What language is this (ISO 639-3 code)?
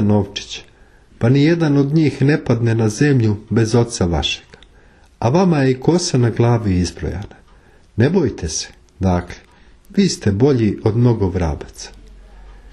hrv